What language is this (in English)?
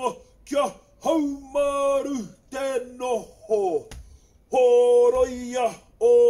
Māori